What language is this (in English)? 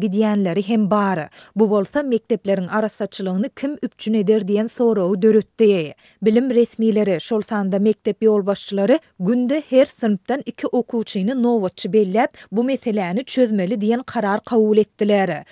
Turkmen